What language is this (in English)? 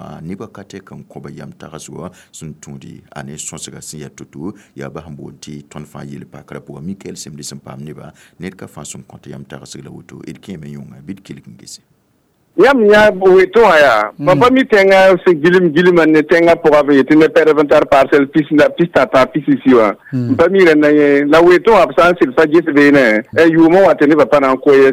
Mossi